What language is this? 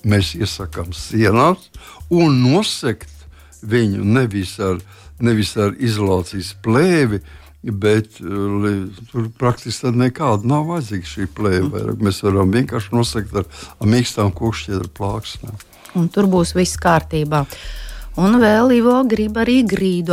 Latvian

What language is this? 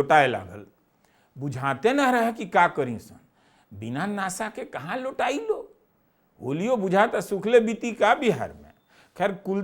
Bhojpuri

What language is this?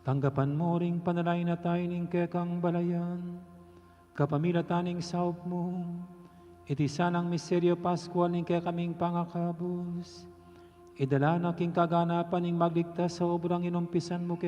Pampanga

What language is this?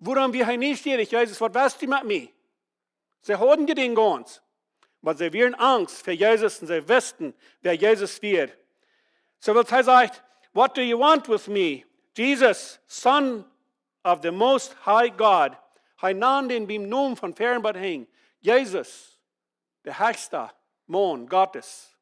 Plautdietsch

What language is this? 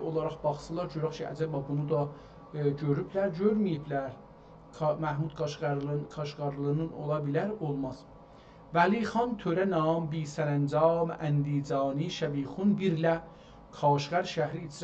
South Azerbaijani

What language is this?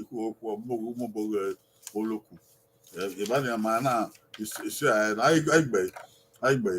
Bini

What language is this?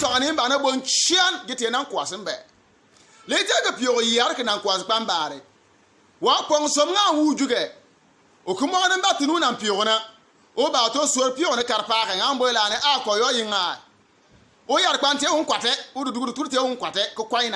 Bimoba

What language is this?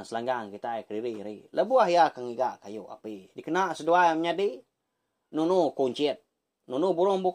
Iban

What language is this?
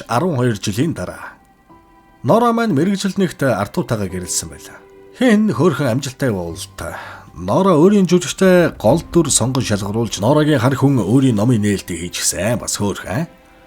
Mongolian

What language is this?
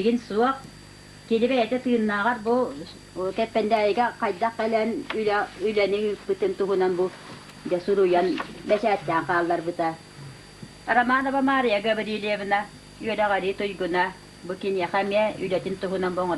Yakut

